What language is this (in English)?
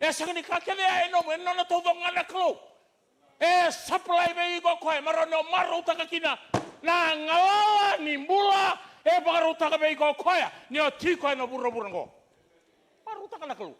Fijian